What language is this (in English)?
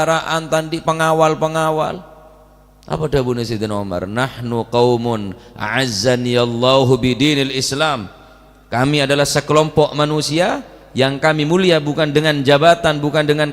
Madurese